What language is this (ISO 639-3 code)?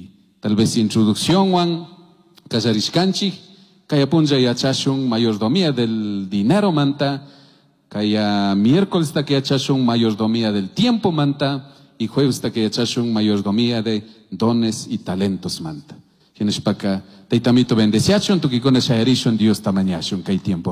qug